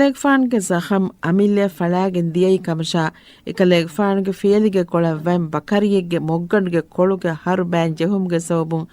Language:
Divehi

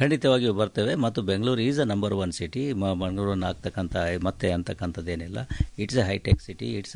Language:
Kannada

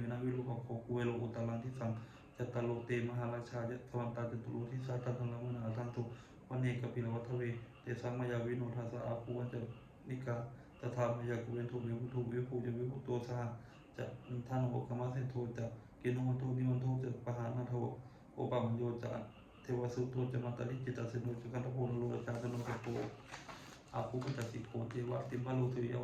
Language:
Pali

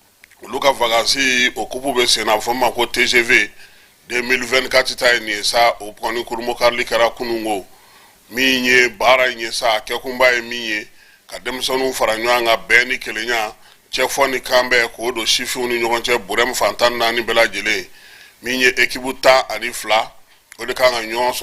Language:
Bambara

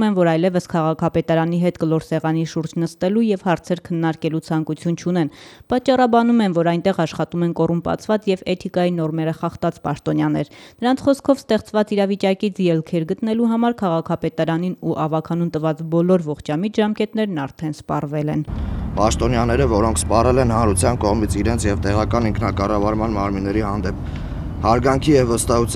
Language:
Armenian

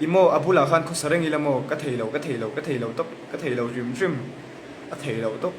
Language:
Mizo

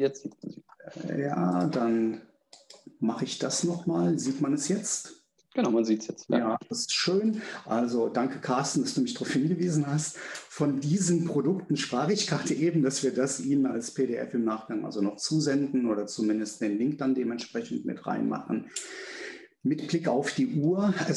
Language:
German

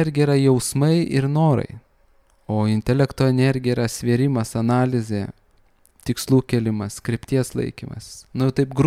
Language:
Lithuanian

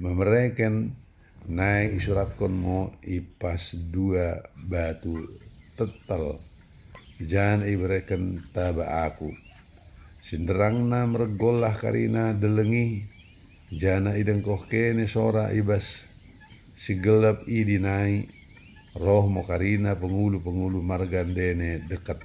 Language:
Batak Dairi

